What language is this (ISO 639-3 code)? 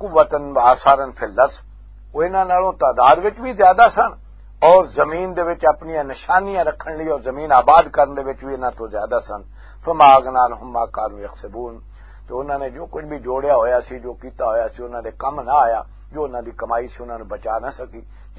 lah